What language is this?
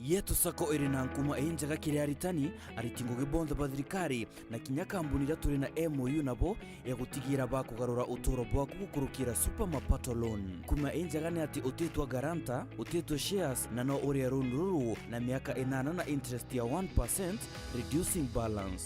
Meru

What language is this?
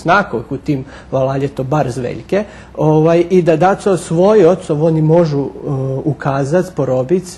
Rusyn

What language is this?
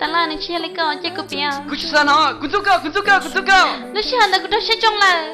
Hmong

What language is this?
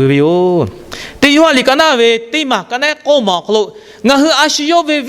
Lahu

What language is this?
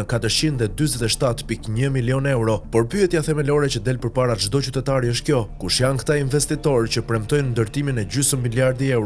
Albanian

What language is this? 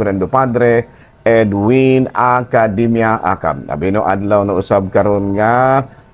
Cebuano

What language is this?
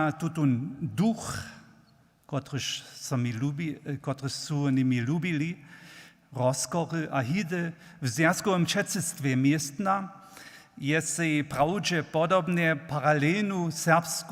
Upper Sorbian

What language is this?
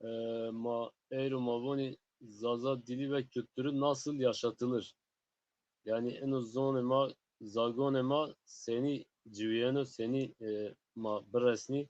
Zaza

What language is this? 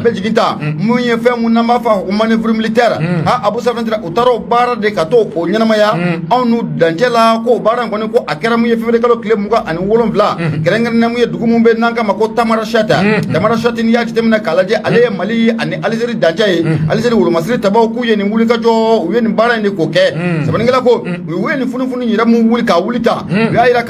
Bambara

